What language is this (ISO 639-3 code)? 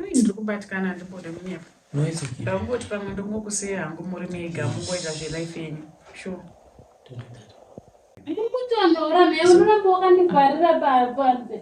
sna